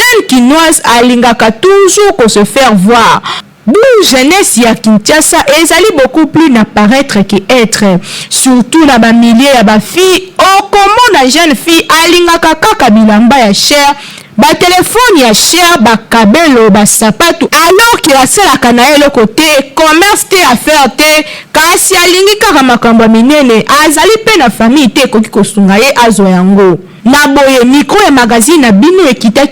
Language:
Lingala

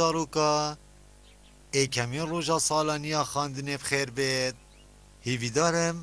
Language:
Kurdish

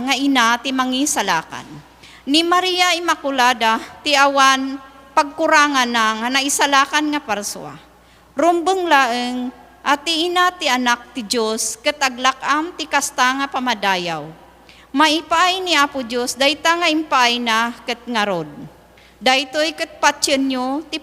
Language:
Iloko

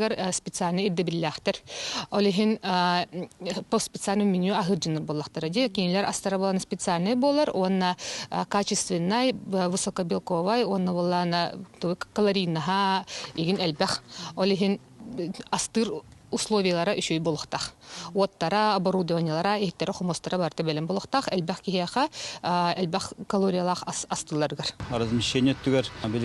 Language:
Yakut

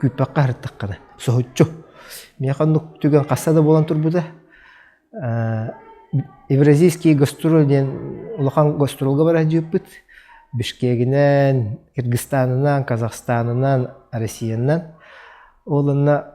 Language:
Yakut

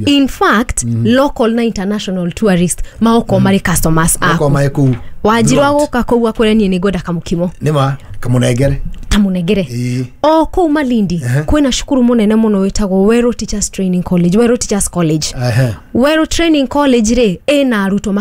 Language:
Kikuyu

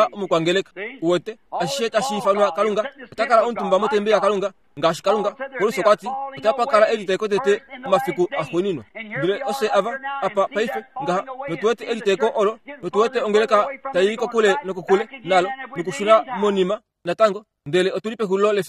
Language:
Kuanyama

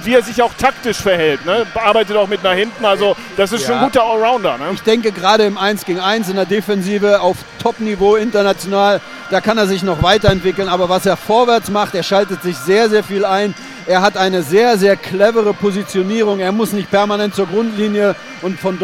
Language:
German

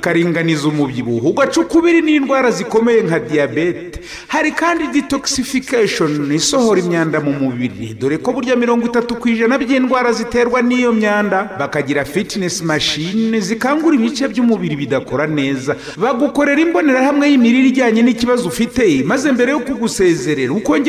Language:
Kinyarwanda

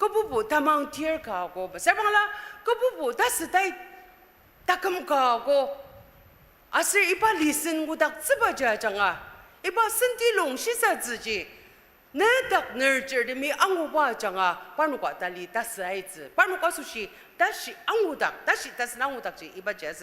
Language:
Ao Naga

